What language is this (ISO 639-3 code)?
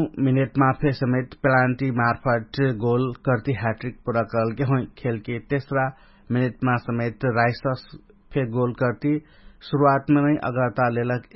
thl